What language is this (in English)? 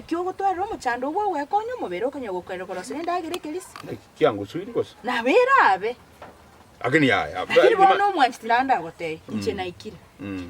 Gusii